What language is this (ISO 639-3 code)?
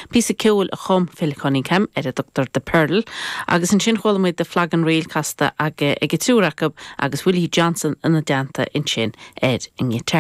gle